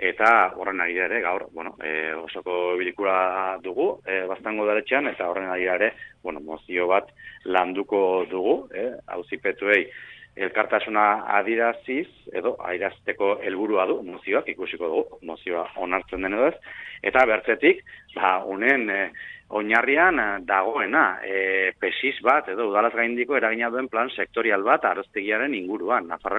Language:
Basque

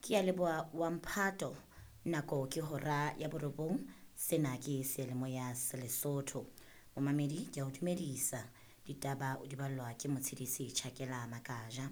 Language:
Southern Sotho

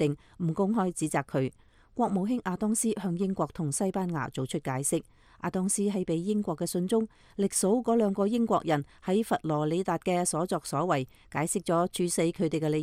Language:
Cantonese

